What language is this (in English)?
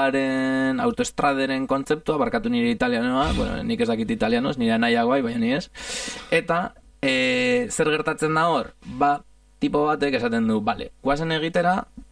Basque